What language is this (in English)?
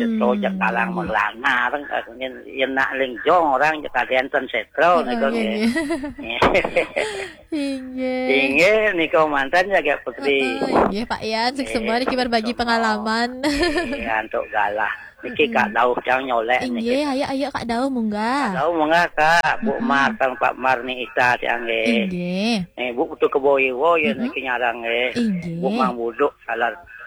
Balinese